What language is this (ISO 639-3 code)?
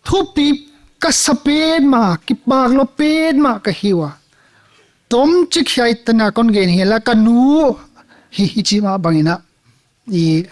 pck